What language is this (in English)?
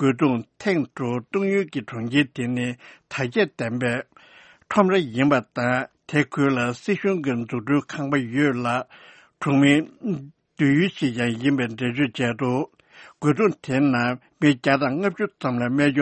Tibetan